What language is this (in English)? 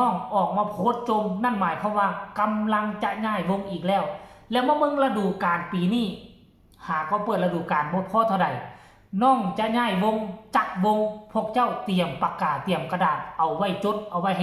Northeastern Thai